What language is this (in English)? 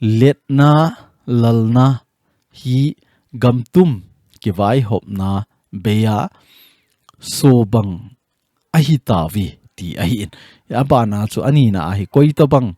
Thado Chin